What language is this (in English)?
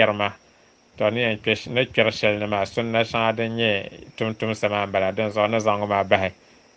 Dagbani